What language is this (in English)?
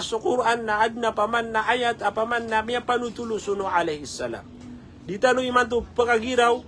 Maranao